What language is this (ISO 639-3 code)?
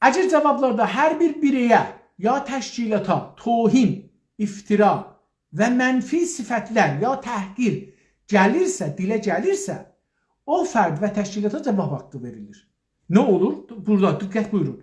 azb